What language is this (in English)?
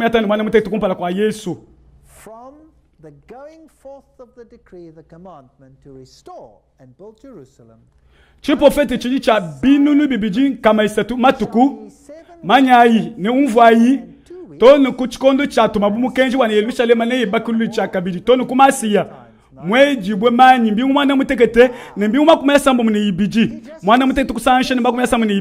Luba-Lulua